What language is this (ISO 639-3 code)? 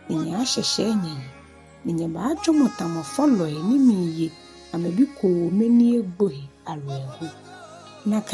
gaa